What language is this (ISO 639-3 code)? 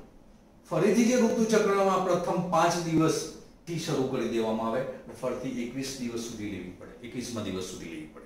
guj